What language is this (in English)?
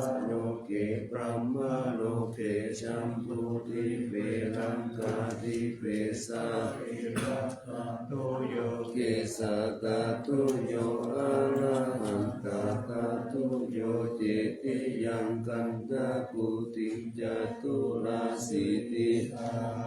Pali